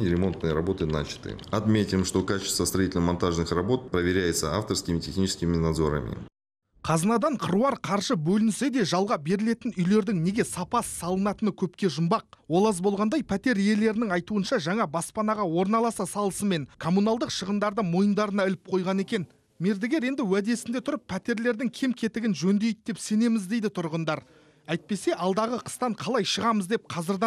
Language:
Kazakh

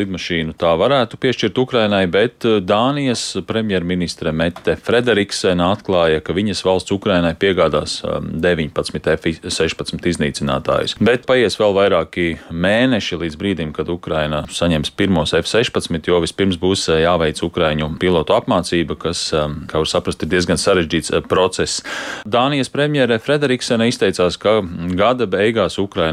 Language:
Latvian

